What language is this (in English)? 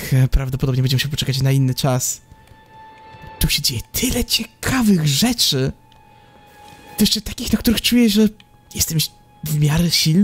Polish